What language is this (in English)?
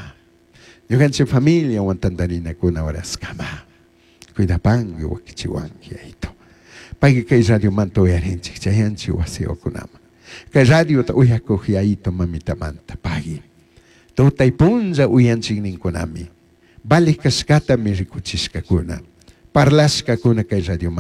Chimborazo Highland Quichua